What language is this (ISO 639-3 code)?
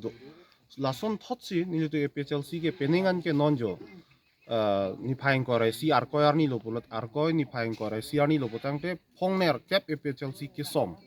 mjw